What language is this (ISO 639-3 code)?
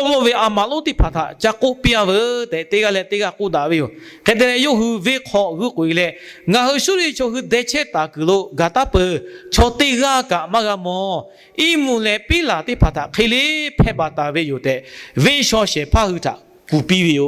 lhu